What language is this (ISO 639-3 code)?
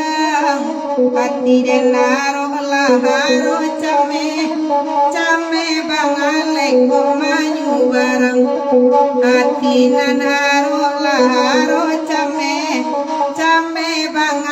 min